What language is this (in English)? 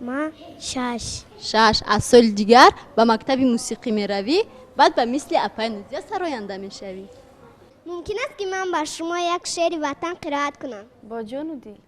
Tajik